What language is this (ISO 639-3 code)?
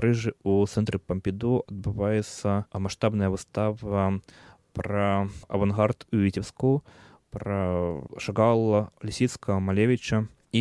bel